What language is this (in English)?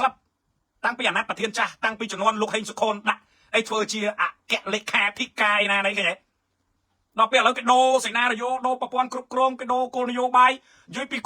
Khmer